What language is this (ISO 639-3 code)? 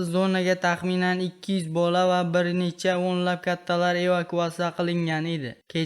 uzb